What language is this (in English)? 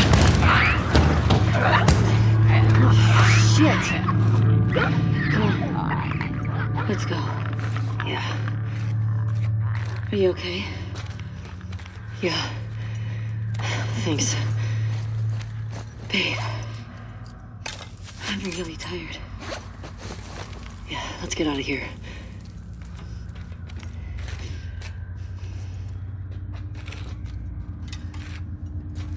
English